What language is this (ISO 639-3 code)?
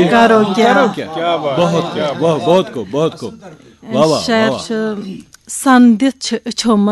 kas